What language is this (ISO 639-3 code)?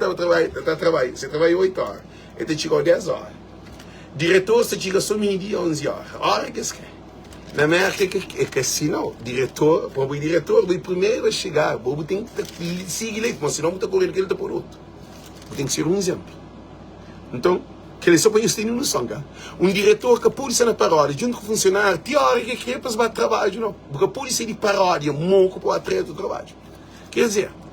kea